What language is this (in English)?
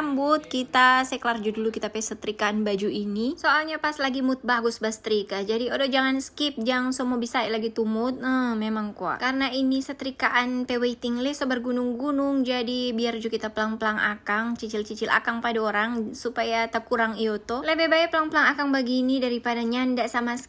Manado Malay